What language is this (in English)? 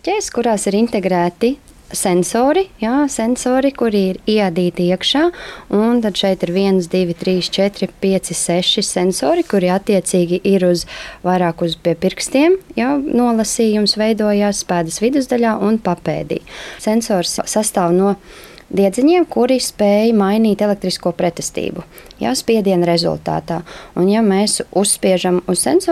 Latvian